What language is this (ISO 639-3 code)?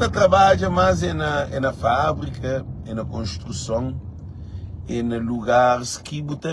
kea